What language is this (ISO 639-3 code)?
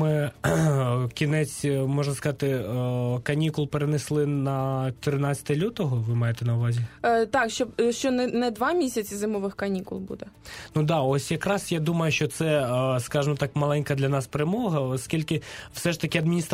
ukr